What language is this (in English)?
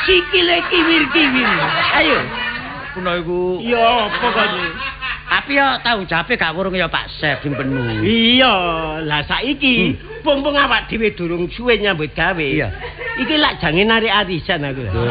Javanese